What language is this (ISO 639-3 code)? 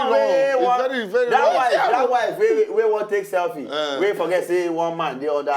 pcm